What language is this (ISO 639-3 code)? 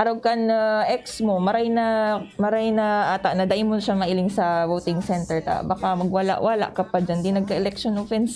bik